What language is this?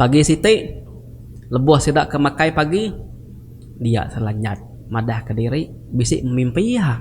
Iban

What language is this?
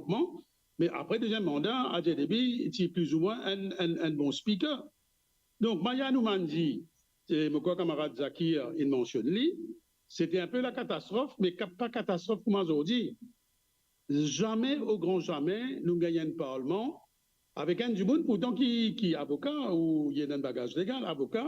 Morisyen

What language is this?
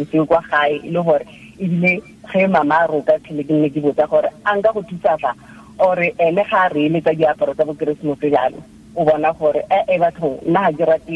Tswana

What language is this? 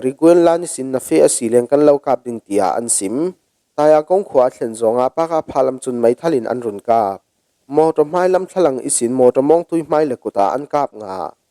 Falam Chin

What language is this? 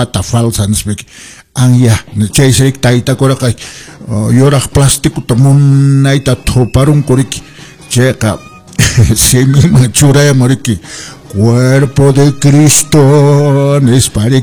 Quechua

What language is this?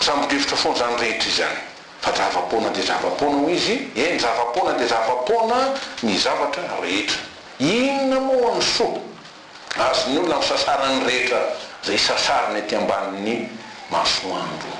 Malagasy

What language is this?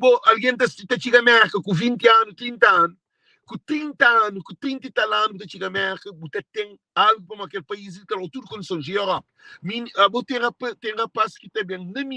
Kabuverdianu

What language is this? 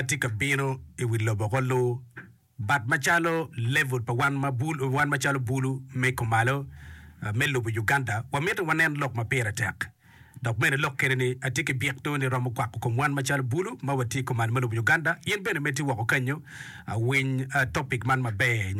Acoli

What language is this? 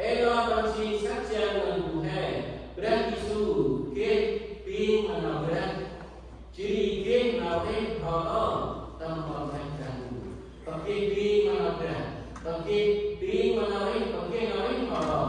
Central Mnong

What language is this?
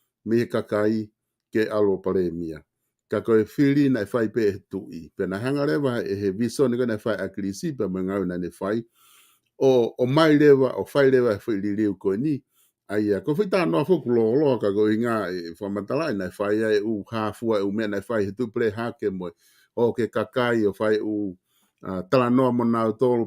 Tongan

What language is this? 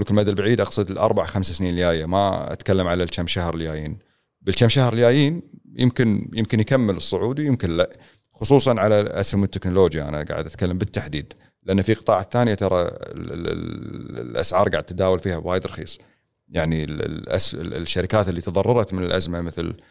Gulf Arabic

